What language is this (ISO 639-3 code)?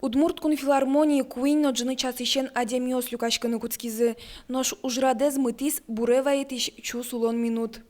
udm